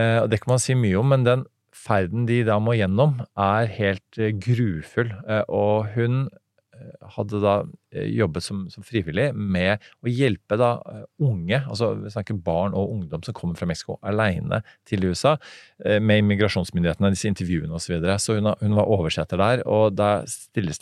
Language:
Norwegian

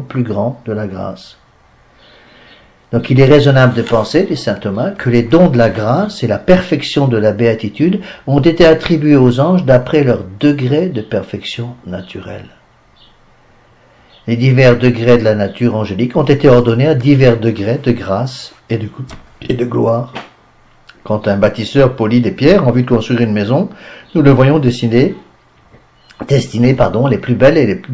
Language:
French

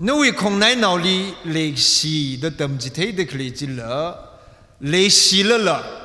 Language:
Tangkhul Naga (India)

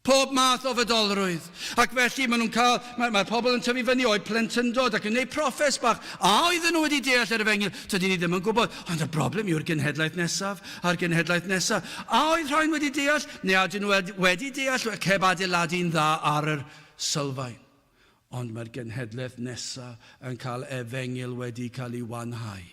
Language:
Welsh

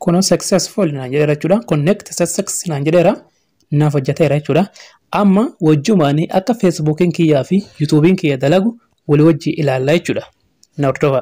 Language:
Oromo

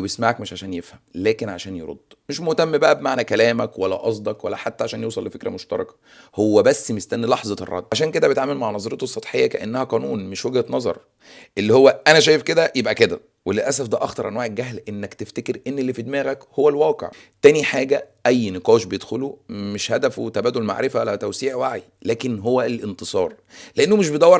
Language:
Egyptian Arabic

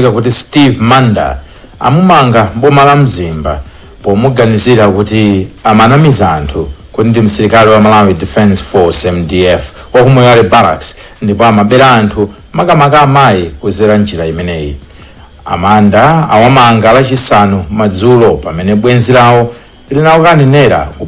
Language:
Nyanja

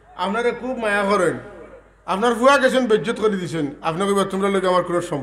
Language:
Sylheti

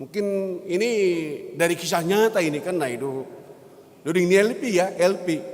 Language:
Batak Simalungun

